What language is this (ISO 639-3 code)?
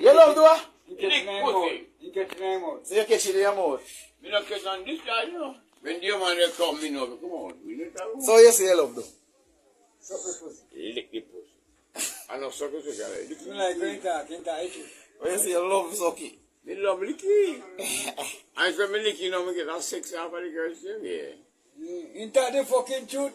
jam